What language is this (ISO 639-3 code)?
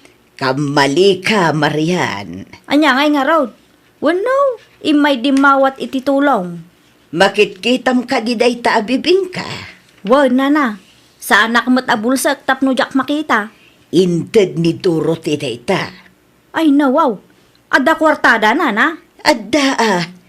ilo